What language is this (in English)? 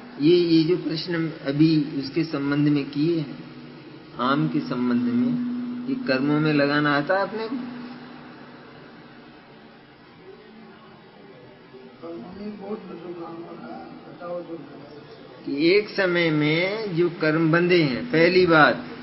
Hindi